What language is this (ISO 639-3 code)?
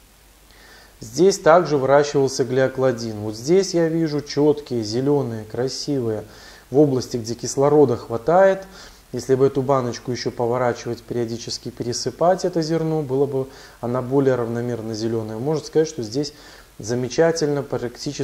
rus